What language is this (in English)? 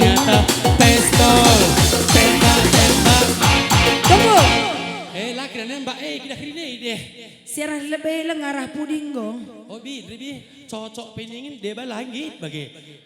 Batak Karo